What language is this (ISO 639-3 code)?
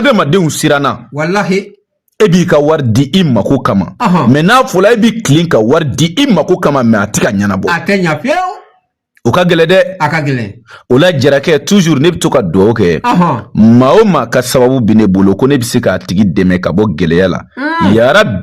bam